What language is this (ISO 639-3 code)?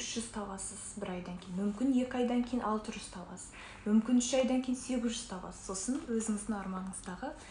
kaz